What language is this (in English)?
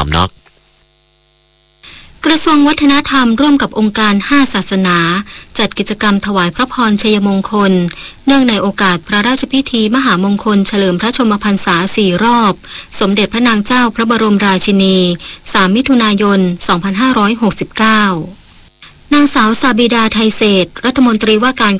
Thai